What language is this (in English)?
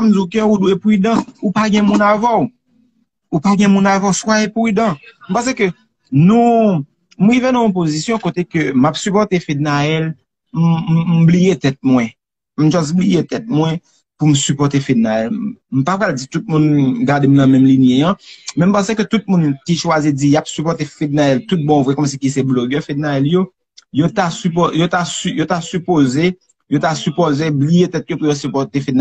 Haitian Creole